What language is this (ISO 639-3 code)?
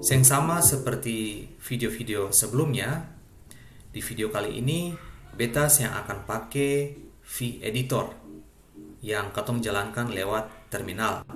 abs